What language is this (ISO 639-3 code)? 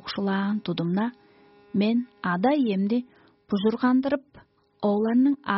tyv